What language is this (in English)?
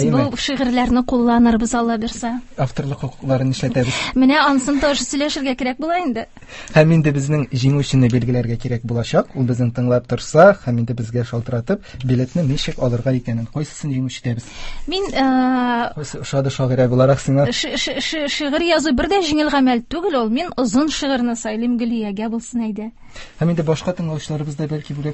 Tatar